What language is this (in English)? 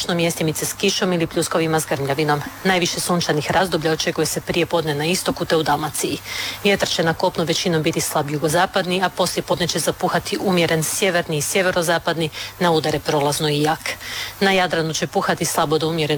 Croatian